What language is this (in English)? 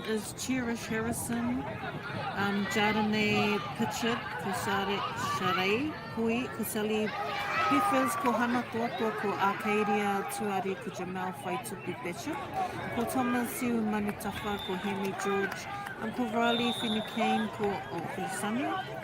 Māori